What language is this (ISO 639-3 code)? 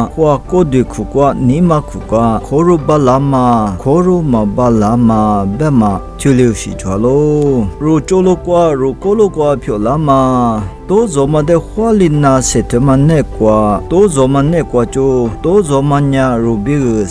lis